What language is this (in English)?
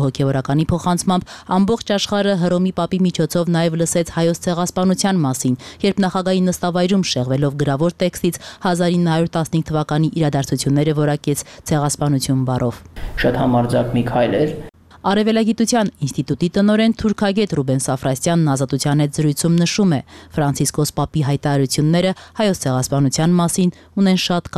Armenian